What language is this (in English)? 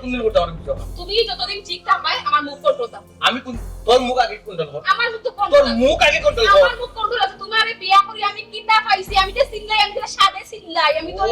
Sylheti